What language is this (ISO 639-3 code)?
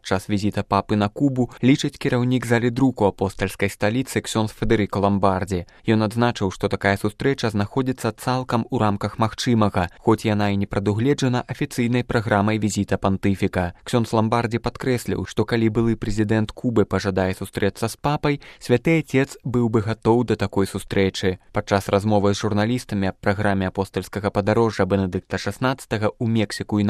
bel